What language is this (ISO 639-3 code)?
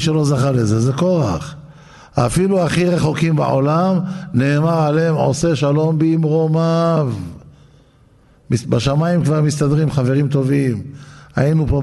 heb